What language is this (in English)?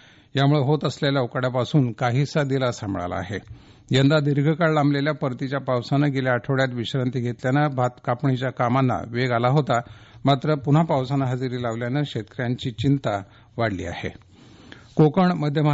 Marathi